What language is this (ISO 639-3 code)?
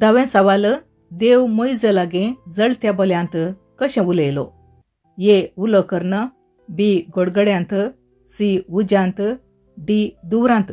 kok